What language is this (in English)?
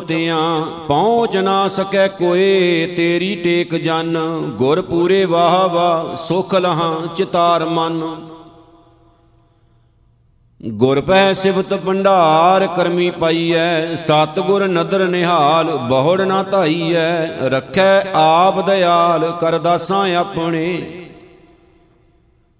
Punjabi